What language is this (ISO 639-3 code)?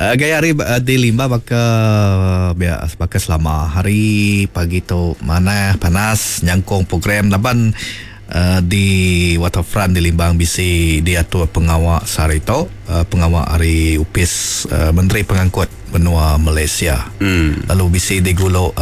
iba